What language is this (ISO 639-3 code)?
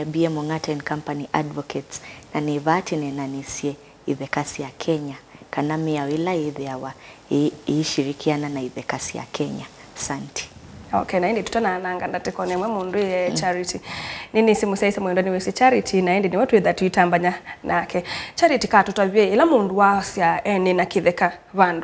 kam